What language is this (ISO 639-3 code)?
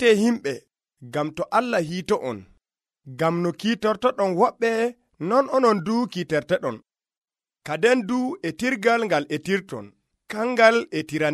fuv